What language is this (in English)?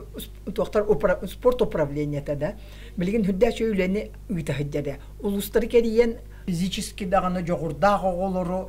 Yakut